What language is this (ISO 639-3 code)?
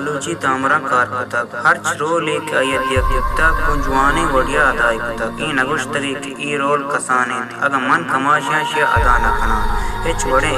bal